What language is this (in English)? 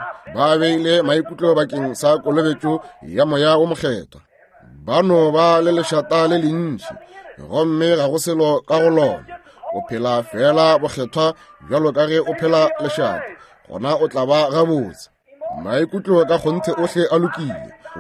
Northern Sotho